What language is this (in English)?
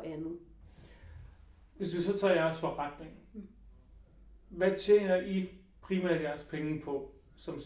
Danish